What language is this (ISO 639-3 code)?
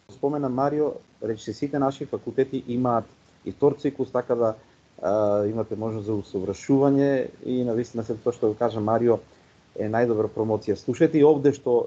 mkd